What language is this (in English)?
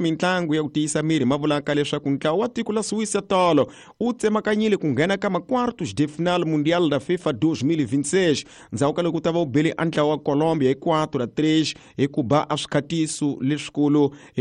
Tsonga